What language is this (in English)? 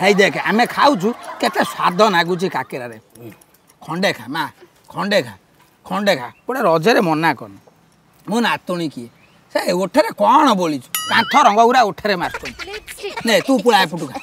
Odia